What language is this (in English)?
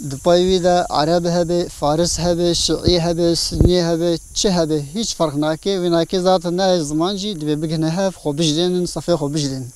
Kurdish